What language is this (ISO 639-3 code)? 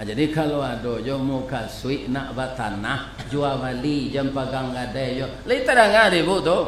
min